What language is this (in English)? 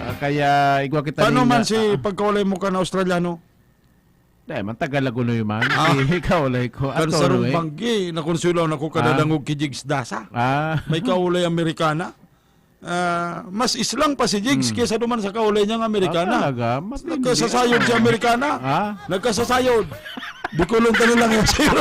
Bikol